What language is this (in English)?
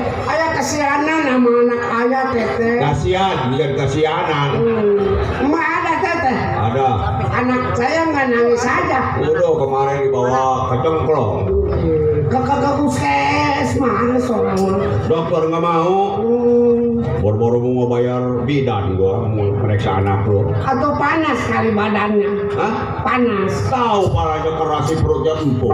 Betawi